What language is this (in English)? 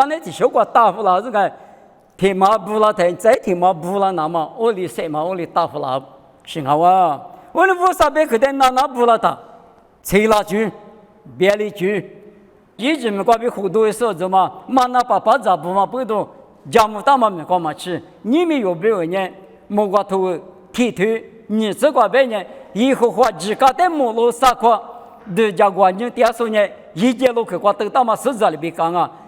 Lisu